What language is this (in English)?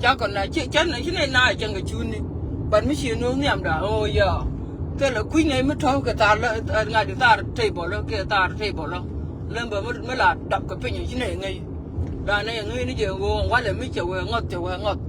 Nuer